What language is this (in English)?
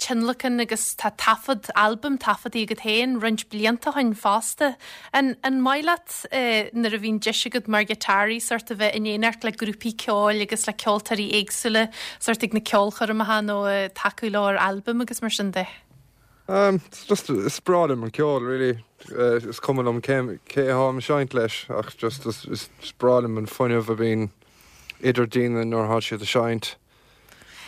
Irish